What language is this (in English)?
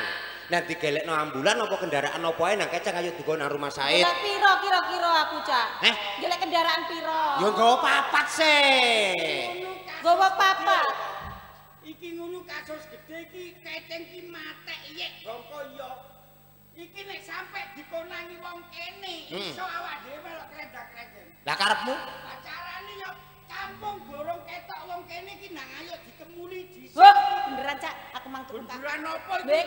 Javanese